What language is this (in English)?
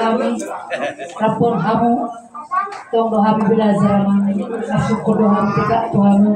Batak Toba